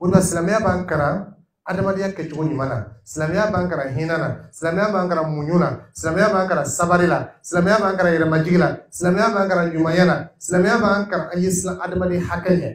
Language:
Dyula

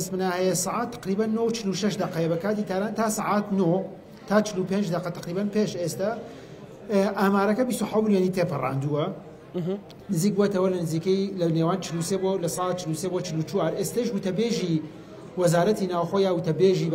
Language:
Central Kurdish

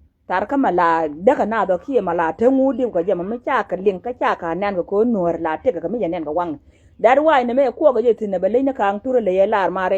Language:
Nuer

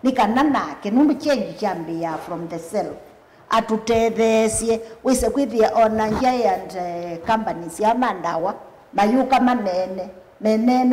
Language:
Kamba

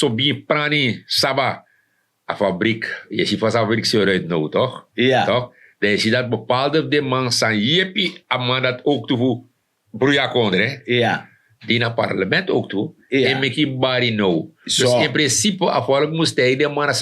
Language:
Sranan Tongo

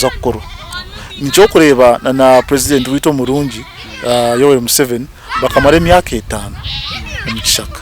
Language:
Nyankole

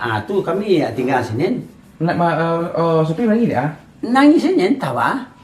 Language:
Minangkabau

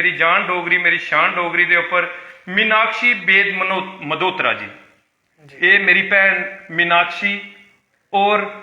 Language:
Dogri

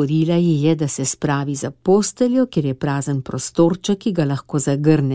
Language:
Slovenian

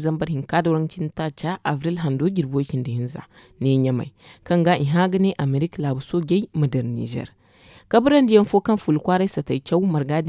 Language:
Zarma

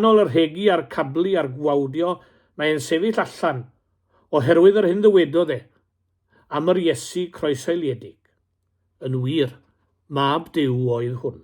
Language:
Welsh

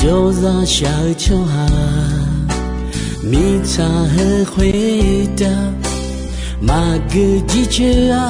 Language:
Akha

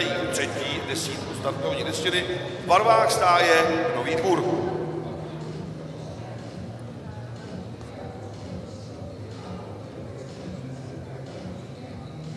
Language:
Czech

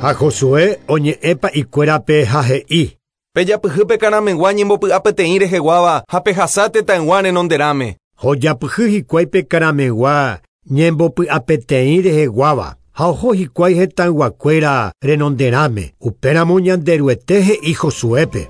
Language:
Guarani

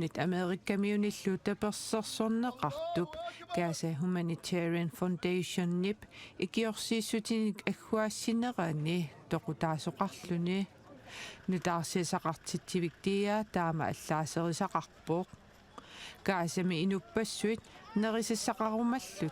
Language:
Kalaallisut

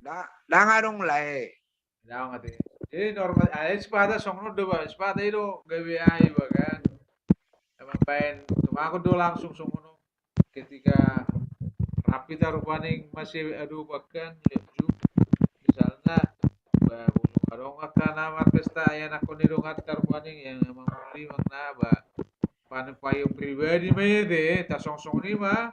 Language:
Batak Toba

